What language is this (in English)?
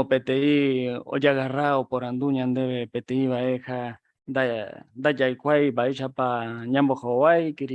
Guarani